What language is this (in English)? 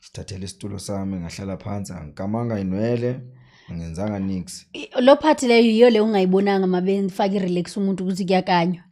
Zulu